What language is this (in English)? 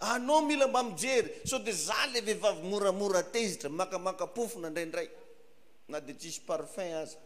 Malagasy